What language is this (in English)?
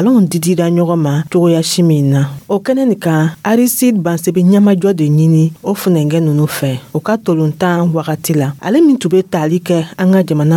Dyula